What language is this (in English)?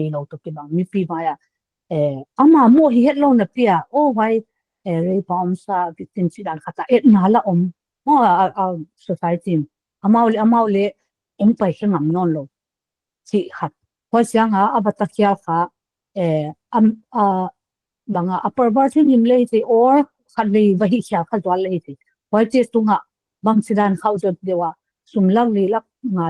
Paite Chin